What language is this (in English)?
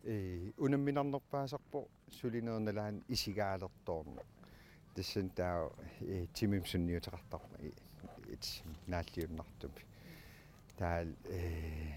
Kalaallisut